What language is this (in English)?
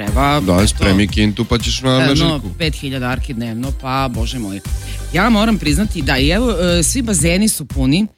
Serbian